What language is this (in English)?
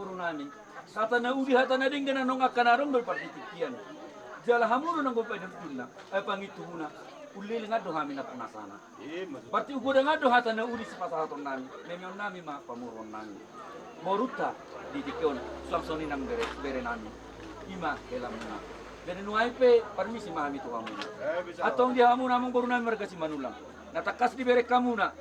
Batak Toba